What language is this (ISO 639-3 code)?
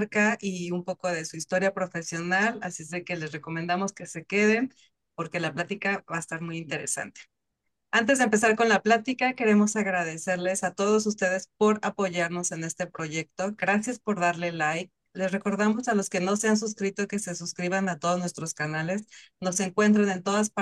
spa